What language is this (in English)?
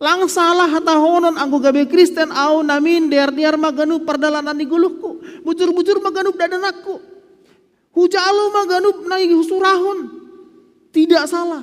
Batak Simalungun